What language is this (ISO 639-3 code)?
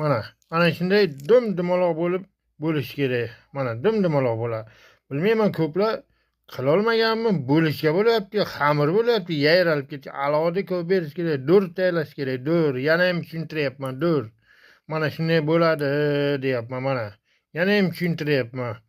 uzb